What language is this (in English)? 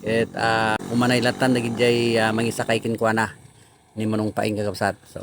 Iloko